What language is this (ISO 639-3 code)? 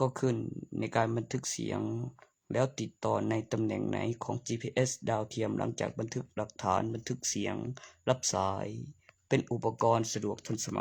lao